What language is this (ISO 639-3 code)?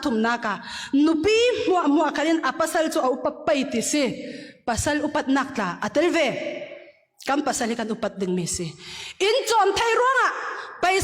cfm